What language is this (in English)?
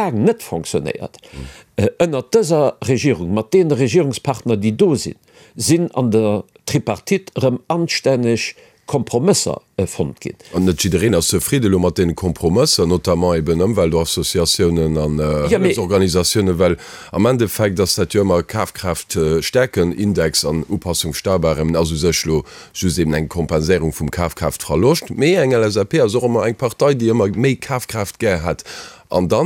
Luxembourgish